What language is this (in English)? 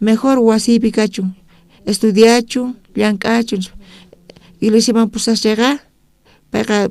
South Bolivian Quechua